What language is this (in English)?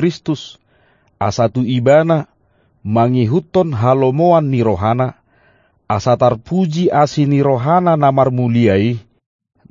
Batak Toba